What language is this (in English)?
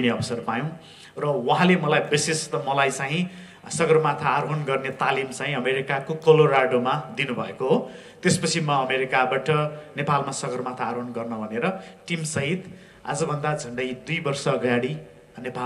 Nepali